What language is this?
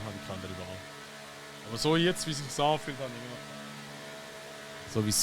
Swiss German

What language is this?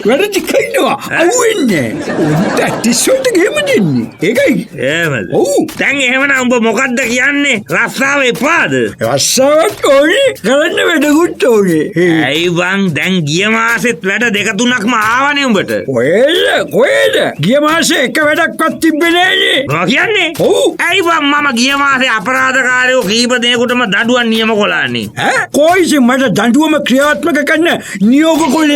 Sinhala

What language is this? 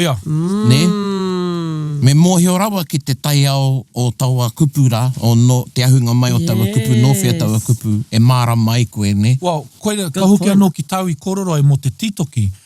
Māori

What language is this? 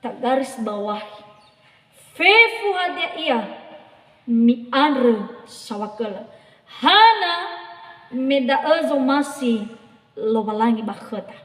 Nias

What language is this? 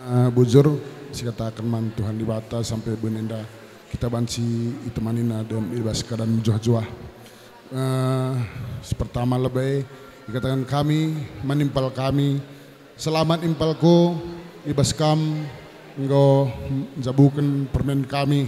Batak Karo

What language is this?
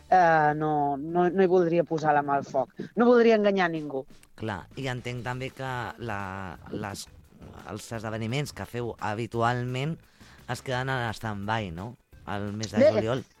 Catalan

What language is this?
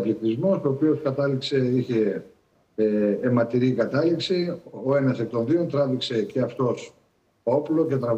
Greek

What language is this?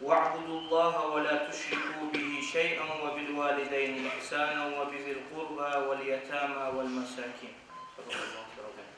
Kumyk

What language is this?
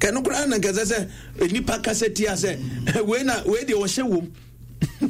Akan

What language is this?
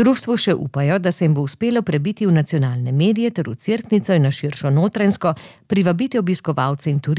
Slovenian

